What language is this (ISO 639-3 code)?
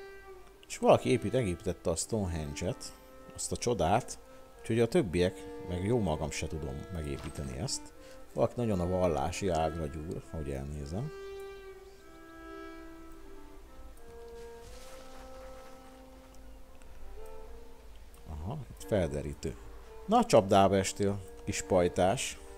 hun